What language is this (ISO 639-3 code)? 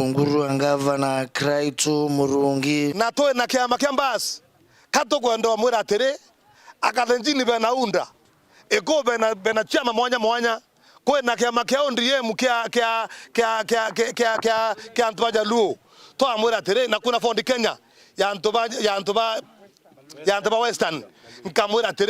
mer